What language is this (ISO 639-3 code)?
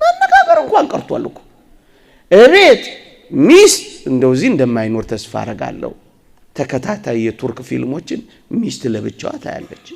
amh